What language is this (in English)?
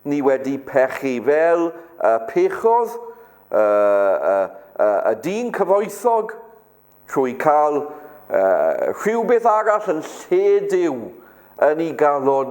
Welsh